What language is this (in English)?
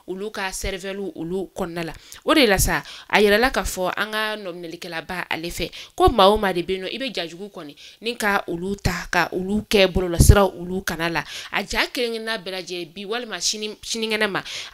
Bambara